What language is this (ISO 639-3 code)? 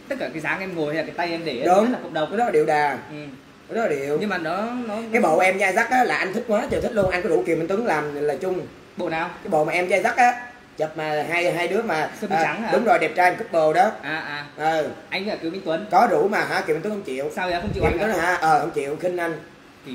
vie